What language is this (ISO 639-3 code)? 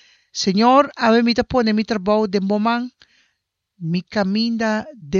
pap